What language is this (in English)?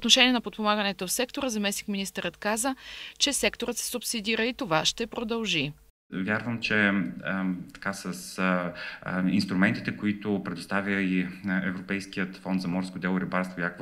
Bulgarian